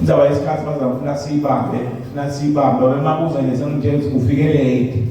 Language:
Zulu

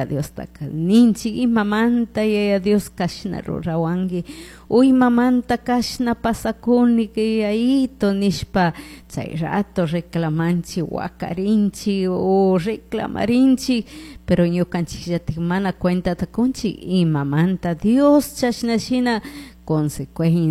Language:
Chimborazo Highland Quichua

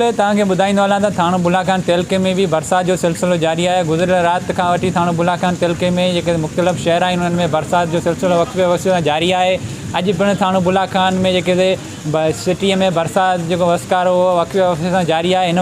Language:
Sindhi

